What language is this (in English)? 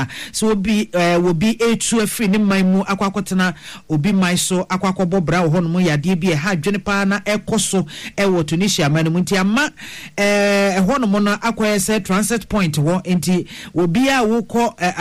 Akan